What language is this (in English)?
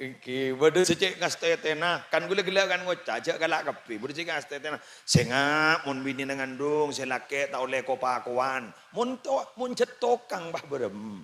Madurese